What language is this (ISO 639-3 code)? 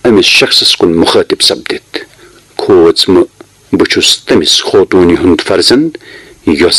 kas